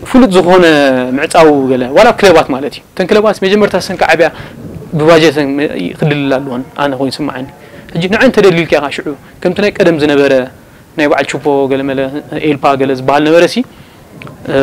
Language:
Tigrinya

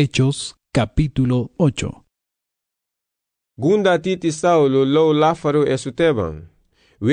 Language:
Garifuna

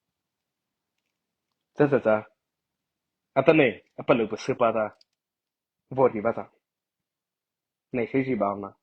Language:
Mara Chin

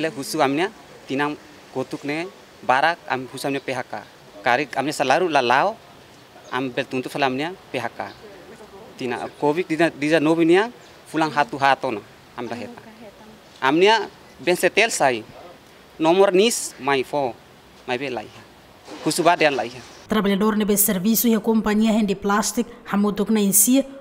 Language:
Tetum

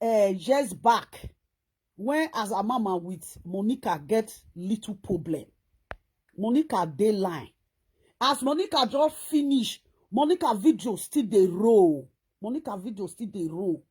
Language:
Nigerian Pidgin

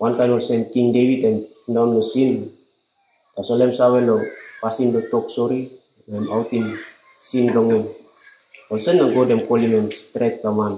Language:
Tok Pisin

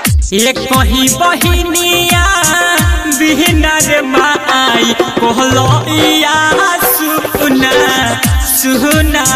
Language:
Bhojpuri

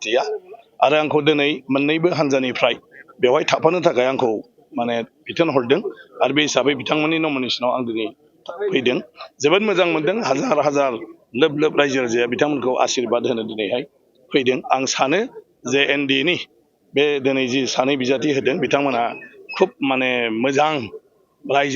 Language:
Bodo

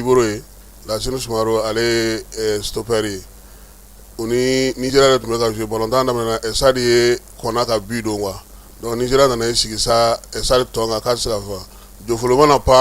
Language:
Bambara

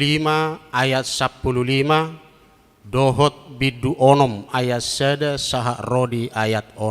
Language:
Batak Toba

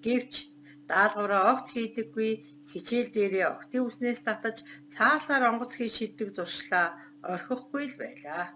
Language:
Mongolian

